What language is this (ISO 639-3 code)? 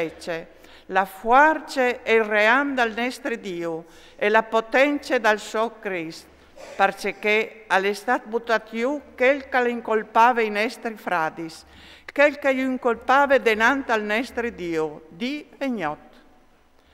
fur